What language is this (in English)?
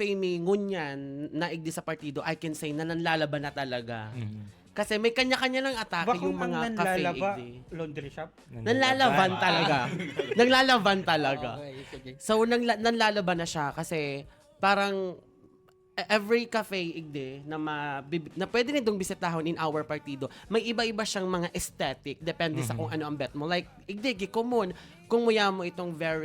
Bikol